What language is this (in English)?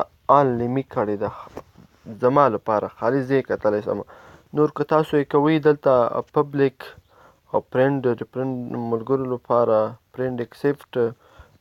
Pashto